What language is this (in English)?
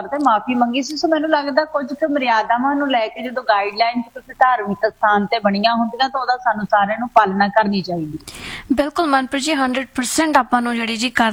Punjabi